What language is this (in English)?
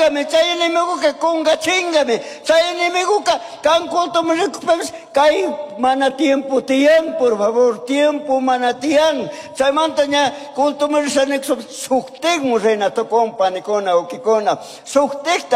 Chimborazo Highland Quichua